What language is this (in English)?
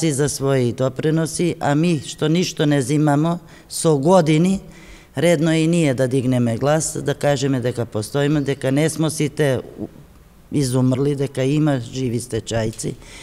Macedonian